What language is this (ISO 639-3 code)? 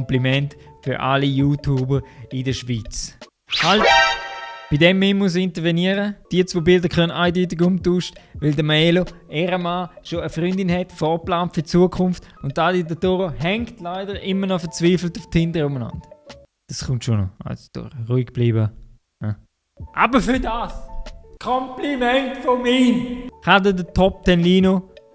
gsw